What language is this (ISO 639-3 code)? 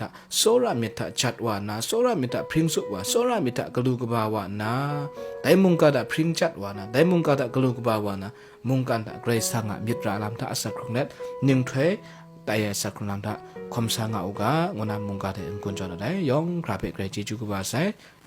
kac